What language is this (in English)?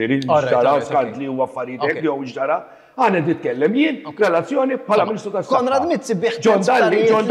Maltese